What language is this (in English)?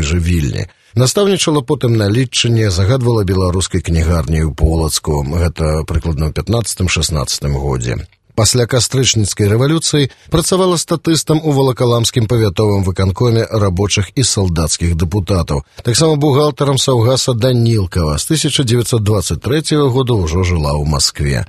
Belarusian